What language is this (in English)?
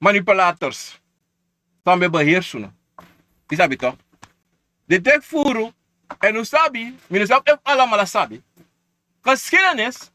Sranan Tongo